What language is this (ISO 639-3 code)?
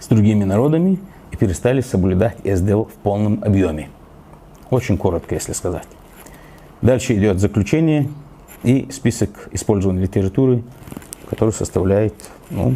inh